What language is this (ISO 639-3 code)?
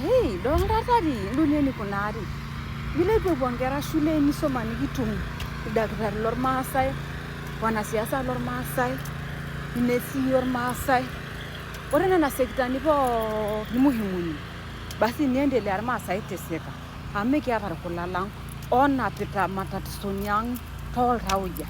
mas